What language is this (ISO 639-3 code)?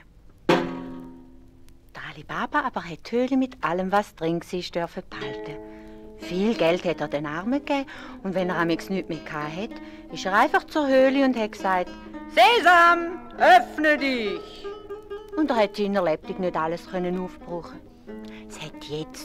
gsw